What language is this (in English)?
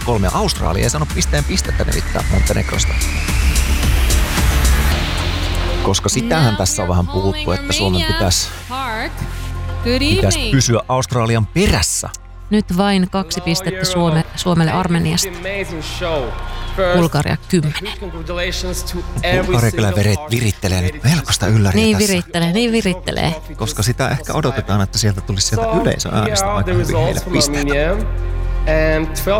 Finnish